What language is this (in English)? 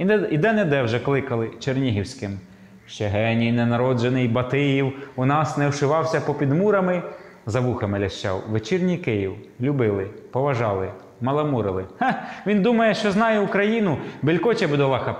Ukrainian